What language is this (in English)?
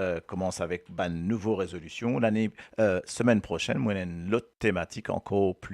Morisyen